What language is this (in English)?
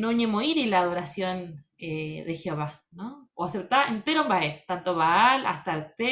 Guarani